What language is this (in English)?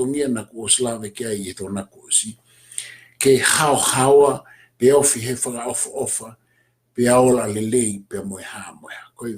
Tongan